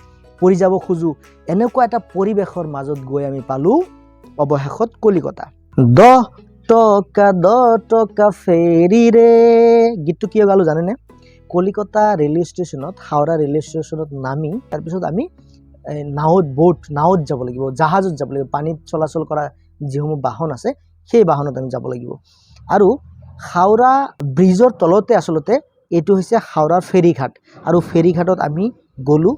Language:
Assamese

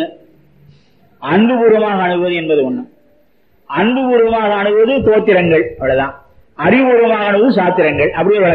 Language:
Tamil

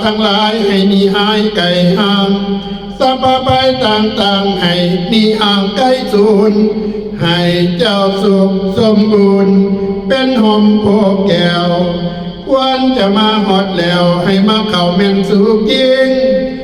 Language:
Northeastern Thai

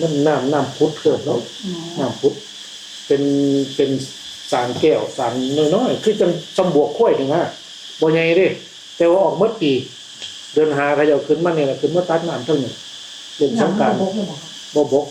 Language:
Northeastern Thai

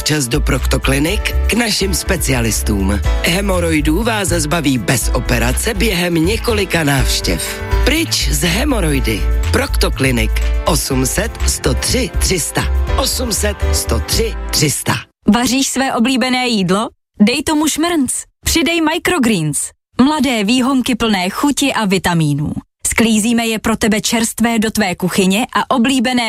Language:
Czech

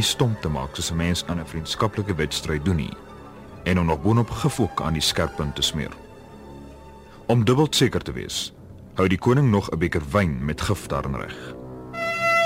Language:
Afrikaans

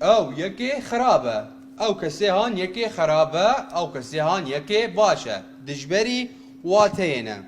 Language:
Kurdish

